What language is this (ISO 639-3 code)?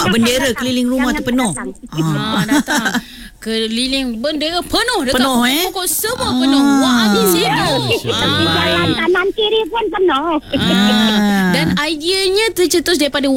msa